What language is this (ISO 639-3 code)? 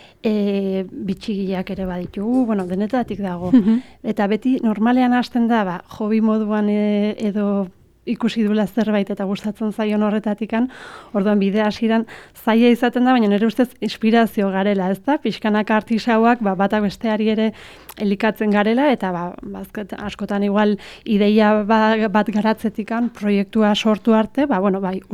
eus